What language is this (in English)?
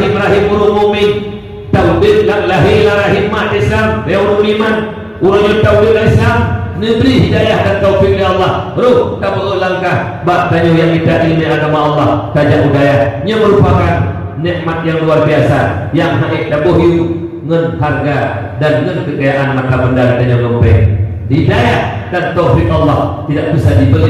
Achinese